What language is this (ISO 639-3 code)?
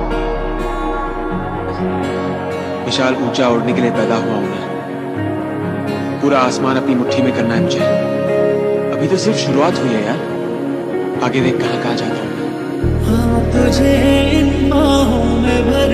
hin